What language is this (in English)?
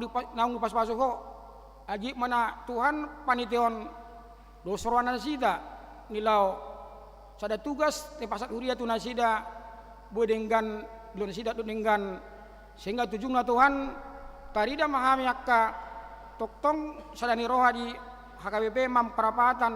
Batak Toba